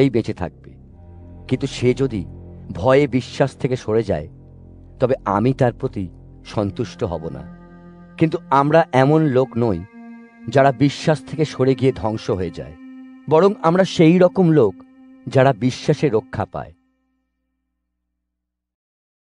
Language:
Bangla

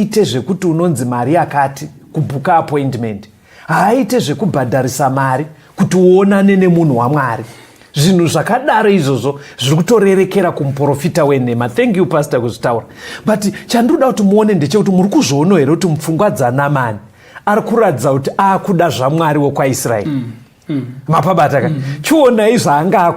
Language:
Shona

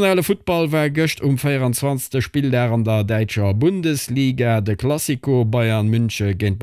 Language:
Luxembourgish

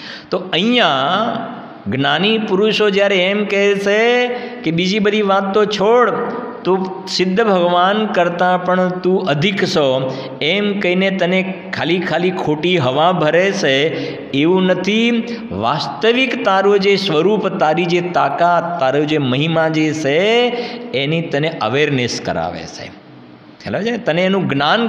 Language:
Gujarati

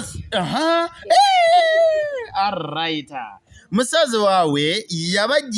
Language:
Kinyarwanda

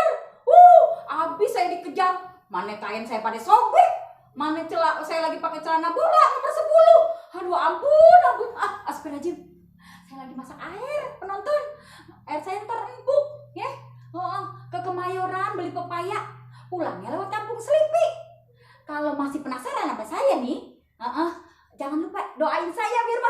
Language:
Betawi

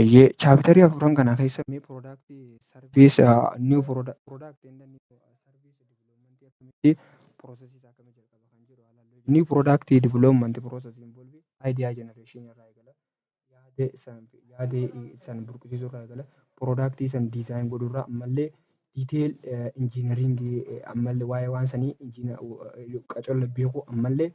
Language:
Oromo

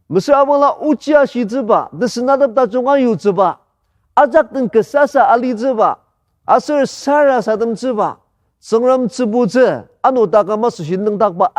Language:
Ao Naga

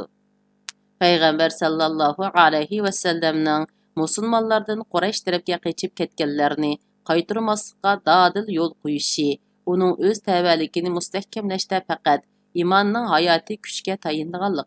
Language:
Uyghur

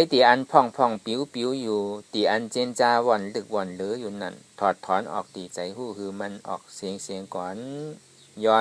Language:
Shan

